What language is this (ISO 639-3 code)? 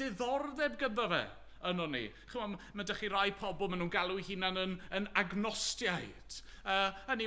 cym